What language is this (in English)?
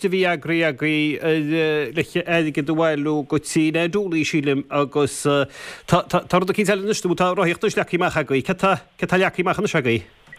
Irish